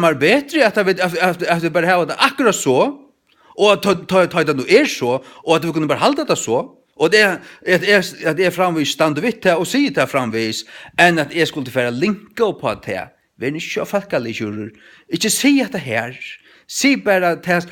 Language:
Faroese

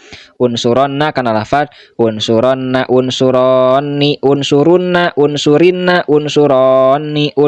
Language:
Sundanese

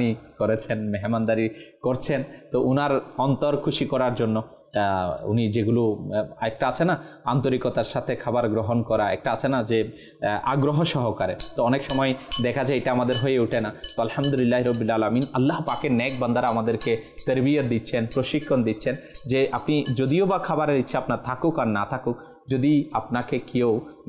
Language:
Bangla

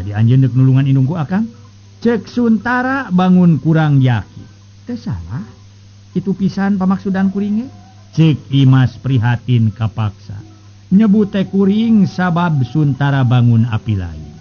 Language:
Sundanese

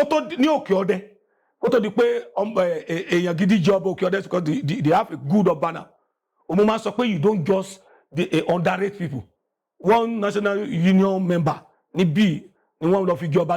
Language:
Yoruba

